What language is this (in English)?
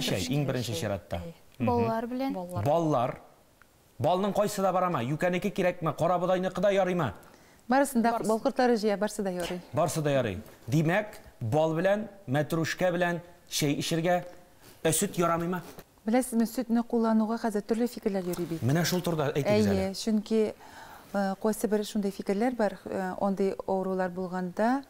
Tatar